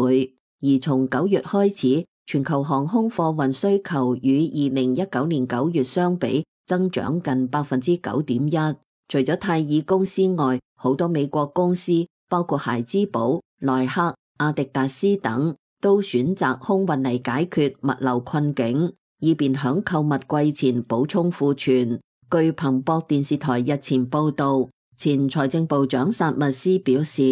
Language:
Cantonese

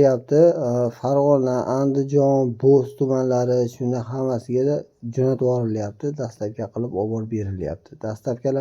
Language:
Uzbek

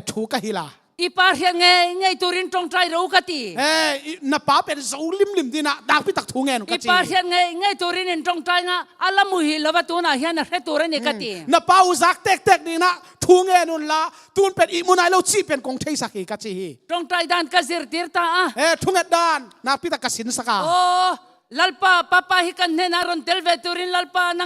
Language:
Tedim Chin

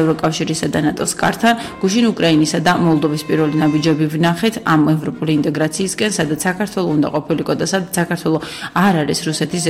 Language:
Georgian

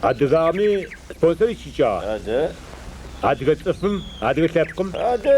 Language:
Adyghe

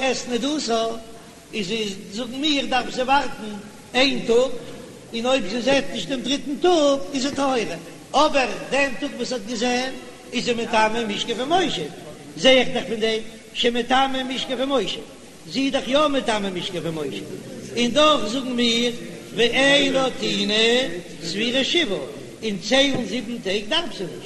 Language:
Yiddish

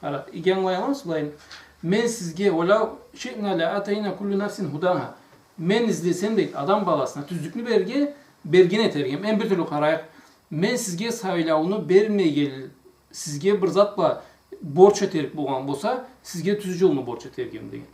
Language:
Karachay-Balkar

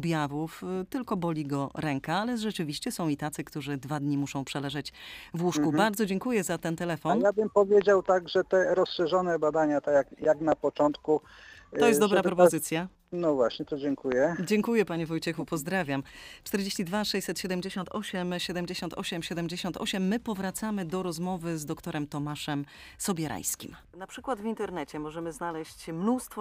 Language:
Polish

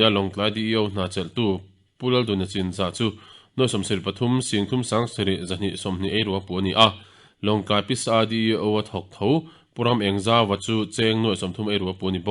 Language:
Mizo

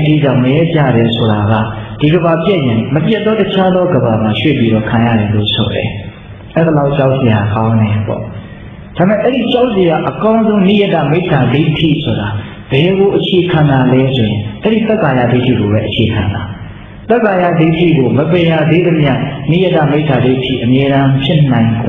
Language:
Burmese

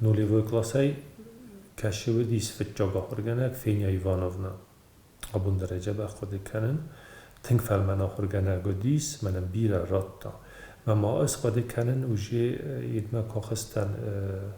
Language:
Ossetic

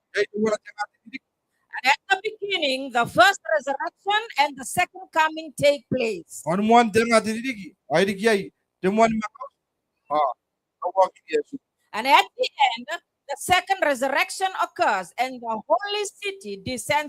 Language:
Gilbertese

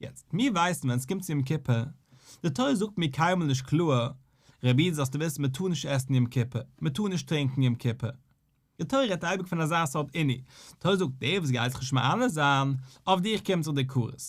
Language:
Yiddish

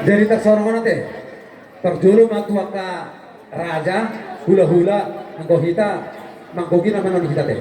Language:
Batak Toba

